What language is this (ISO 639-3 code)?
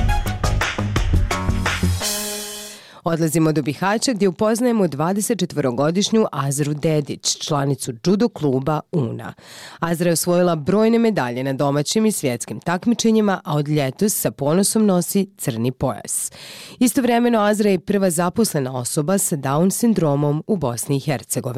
bos